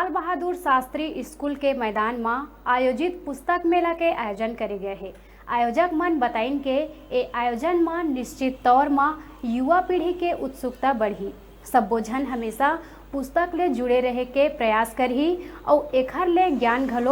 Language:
Chhattisgarhi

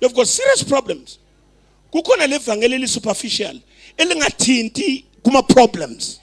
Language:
Zulu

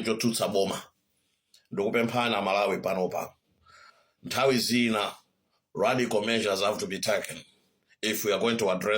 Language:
Nyanja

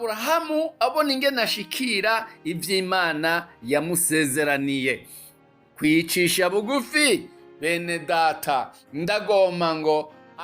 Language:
Rundi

